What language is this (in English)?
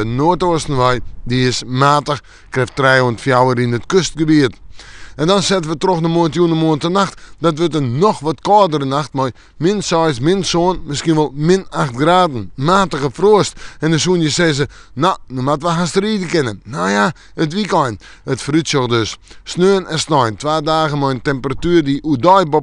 Western Frisian